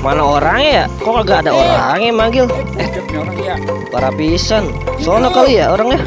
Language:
Betawi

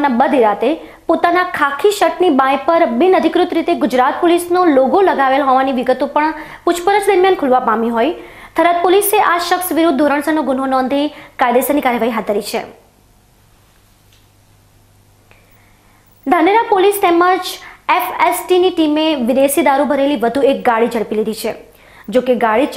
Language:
Gujarati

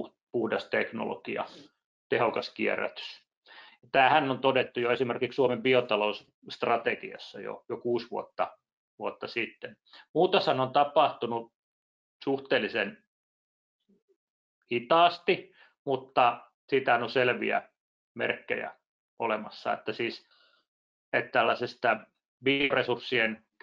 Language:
Finnish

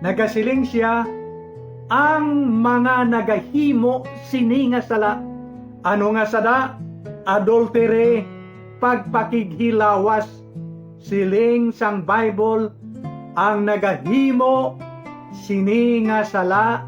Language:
Hiligaynon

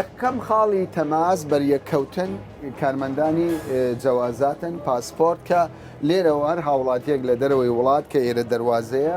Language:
Central Kurdish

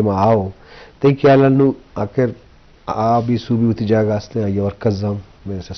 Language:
Eastern Balochi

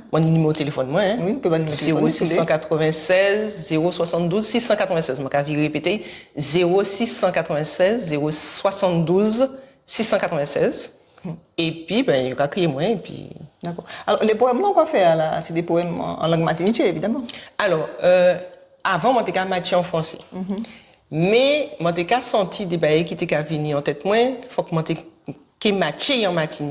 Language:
Guadeloupean Creole French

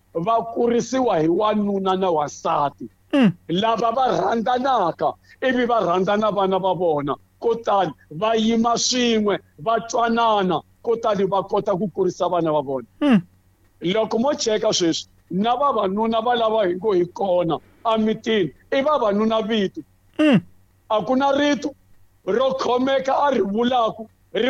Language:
Tsonga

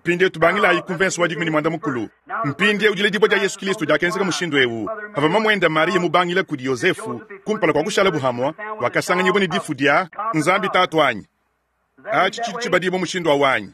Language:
Luba-Lulua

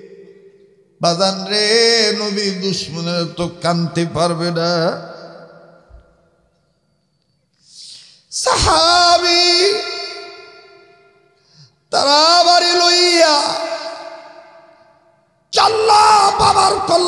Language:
Bangla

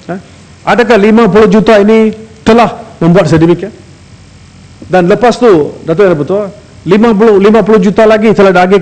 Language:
Malay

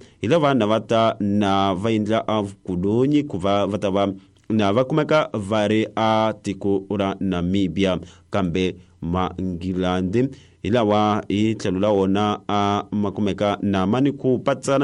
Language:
Tsonga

